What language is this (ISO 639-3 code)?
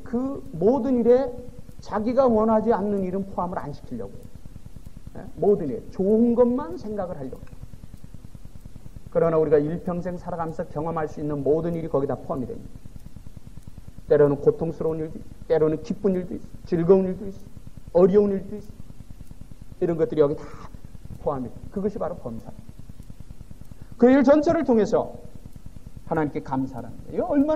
kor